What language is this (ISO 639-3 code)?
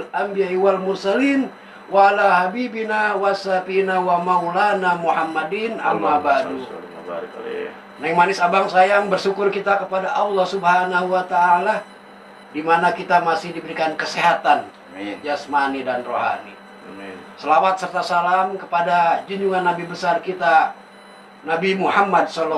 bew